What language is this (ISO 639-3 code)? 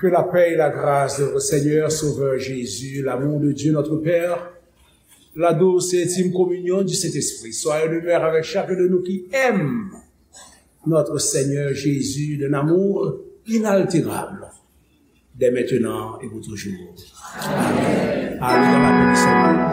hat